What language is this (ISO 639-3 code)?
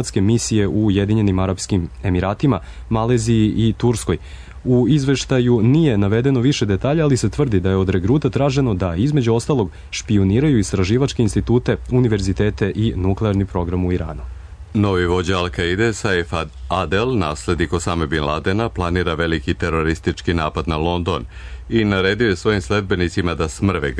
srp